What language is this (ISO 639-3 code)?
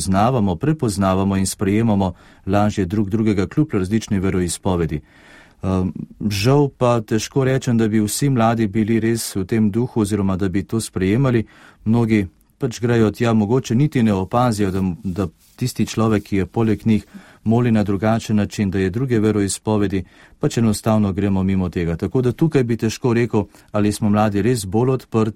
slv